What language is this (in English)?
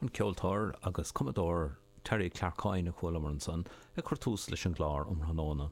Irish